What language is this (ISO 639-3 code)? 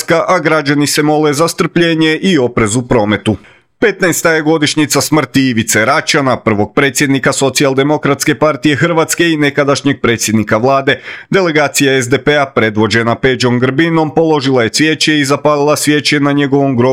hrv